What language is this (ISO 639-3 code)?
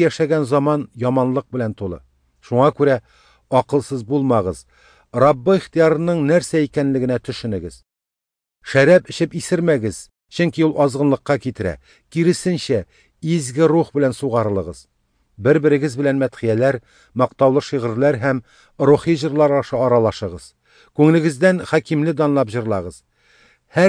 tat